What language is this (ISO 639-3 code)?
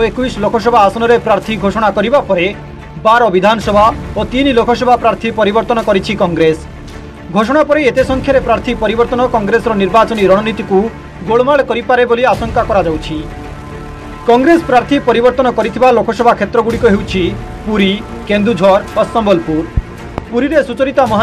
ori